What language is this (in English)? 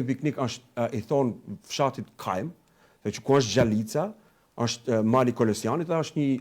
Albanian